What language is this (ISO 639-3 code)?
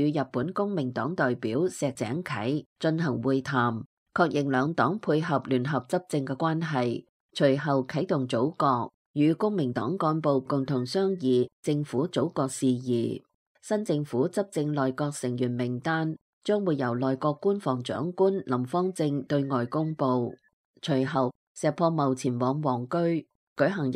yue